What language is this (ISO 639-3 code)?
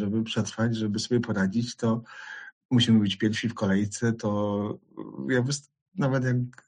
pol